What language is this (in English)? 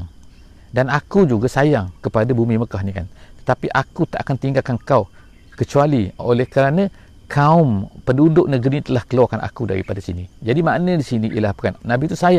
Malay